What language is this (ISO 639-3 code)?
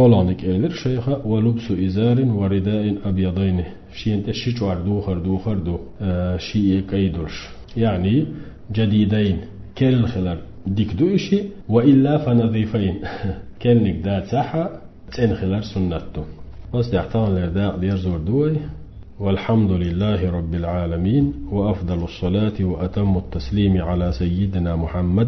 che